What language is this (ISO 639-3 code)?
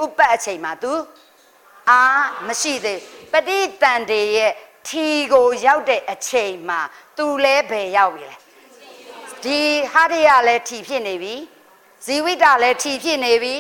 mya